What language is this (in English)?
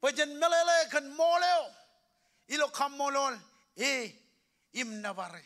Marshallese